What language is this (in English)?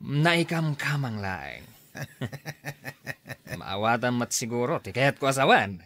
Iloko